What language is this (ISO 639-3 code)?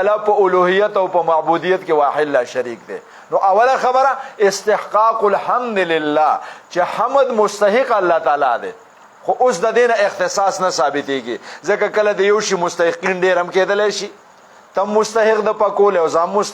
pus